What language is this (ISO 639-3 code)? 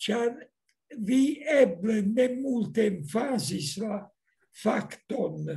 epo